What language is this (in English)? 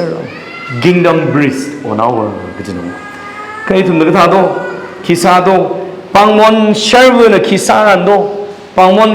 Tangkhul Naga (India)